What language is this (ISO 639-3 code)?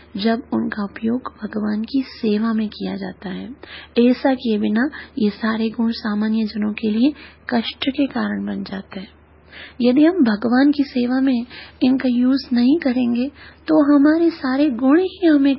hin